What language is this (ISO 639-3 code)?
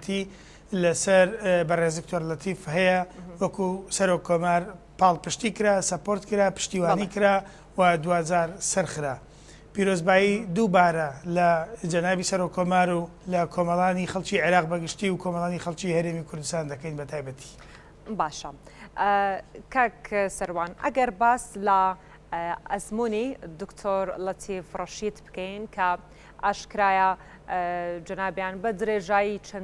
ckb